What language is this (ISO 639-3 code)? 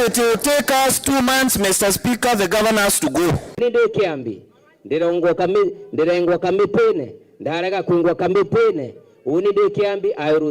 mer